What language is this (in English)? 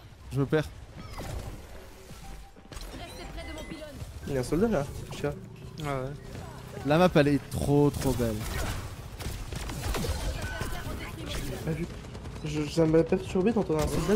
French